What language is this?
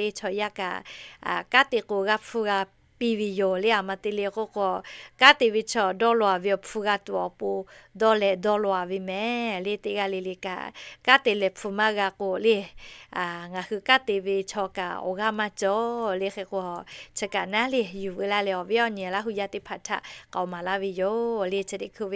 Lahu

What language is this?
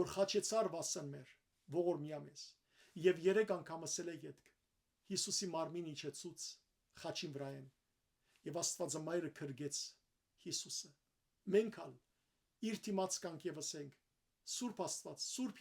Western Armenian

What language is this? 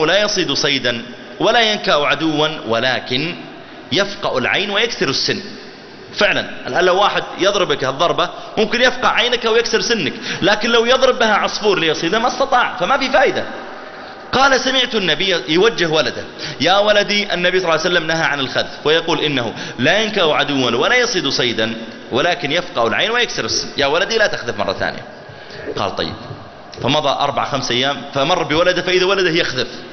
Arabic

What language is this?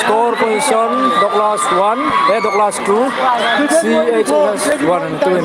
Hmar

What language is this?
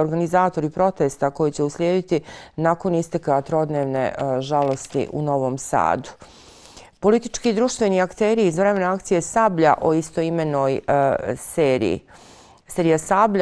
Bosnian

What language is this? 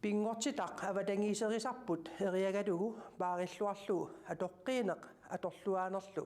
Kalaallisut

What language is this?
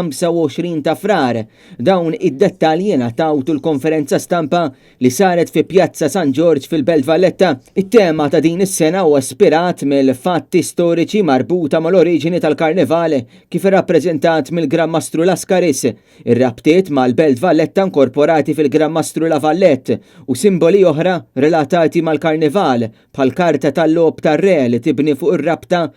Maltese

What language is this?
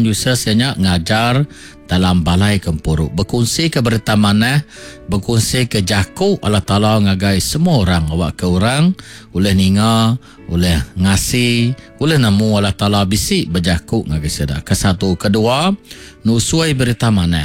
Iban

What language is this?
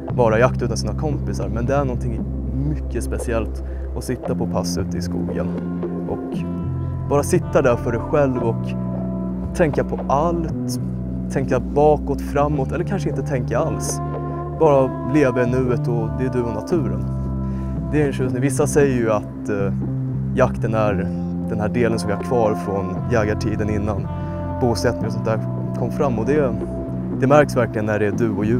Swedish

